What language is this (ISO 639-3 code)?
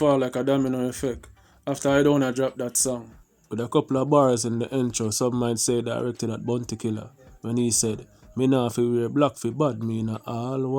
jam